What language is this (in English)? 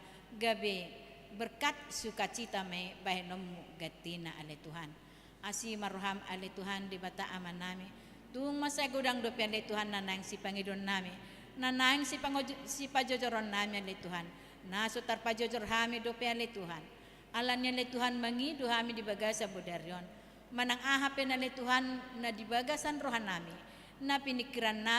Batak Toba